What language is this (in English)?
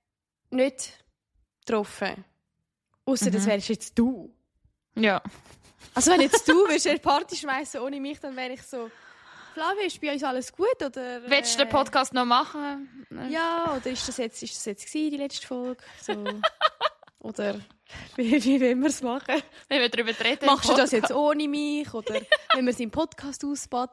Swiss German